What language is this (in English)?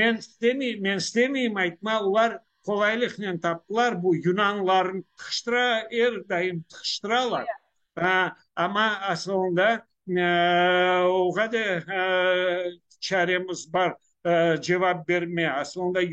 Crimean Tatar